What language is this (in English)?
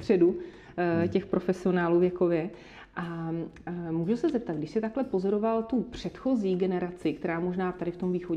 Czech